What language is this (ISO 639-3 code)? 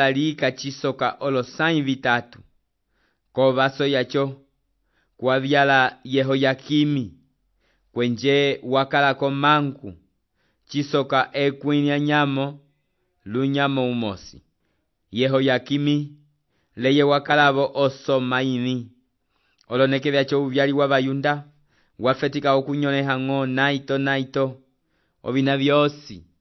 umb